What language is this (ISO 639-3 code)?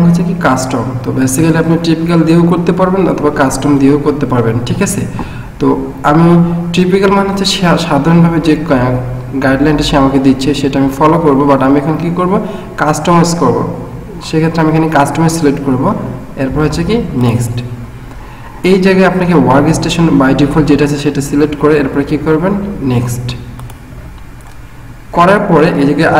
ben